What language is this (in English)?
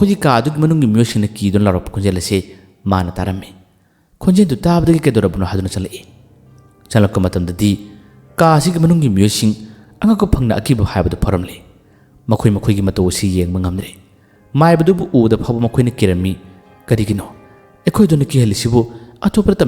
Manipuri